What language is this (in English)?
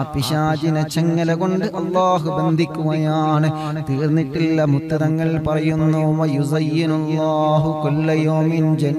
Malayalam